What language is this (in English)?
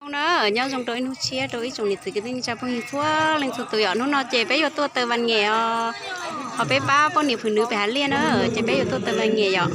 Hmong